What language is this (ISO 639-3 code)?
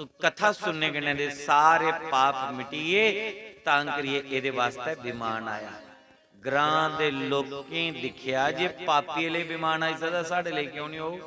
doi